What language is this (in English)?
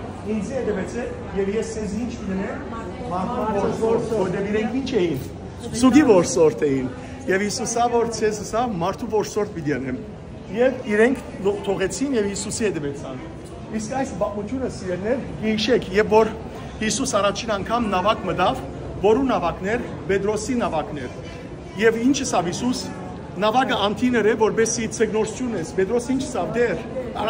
Western Armenian